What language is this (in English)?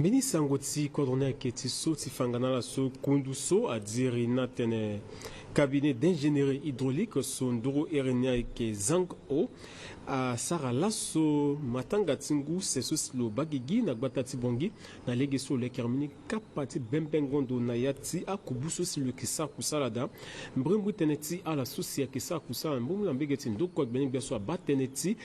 Sango